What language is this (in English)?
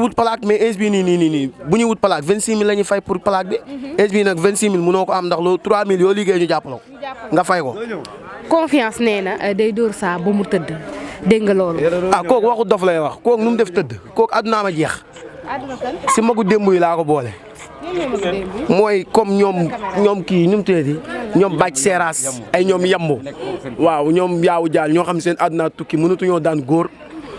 Wolof